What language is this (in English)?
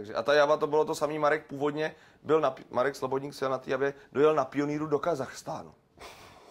Czech